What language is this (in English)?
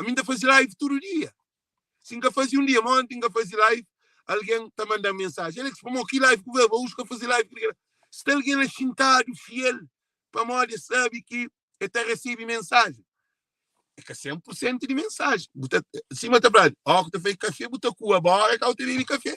Kabuverdianu